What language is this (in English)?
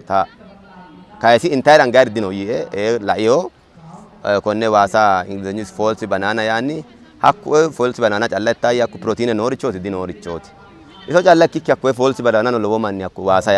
Sidamo